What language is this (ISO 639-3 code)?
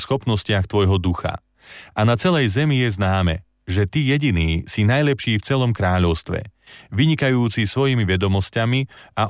slk